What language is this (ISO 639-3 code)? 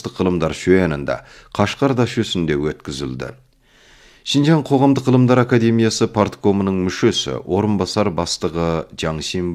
kaz